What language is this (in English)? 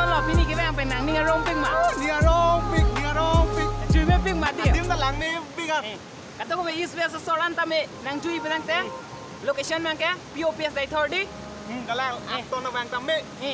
Karbi